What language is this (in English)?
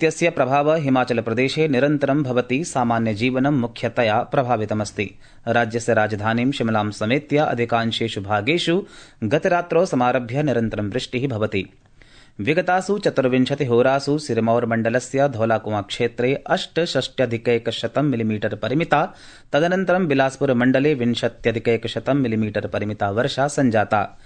Sanskrit